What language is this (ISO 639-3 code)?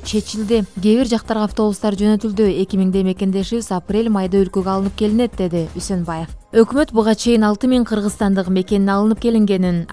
kir